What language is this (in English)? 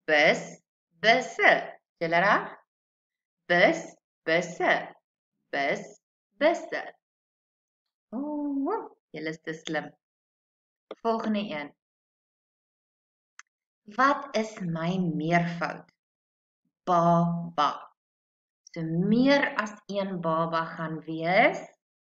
Afrikaans